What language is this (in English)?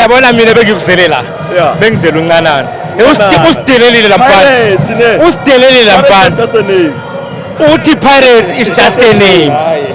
Zulu